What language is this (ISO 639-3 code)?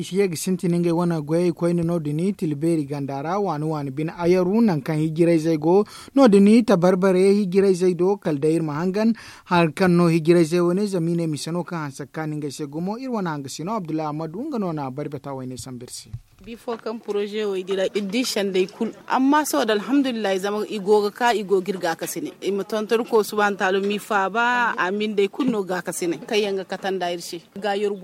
dje